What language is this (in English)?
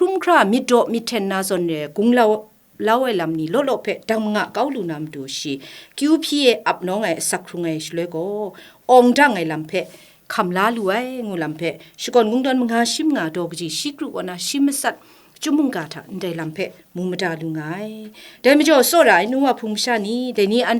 Kachin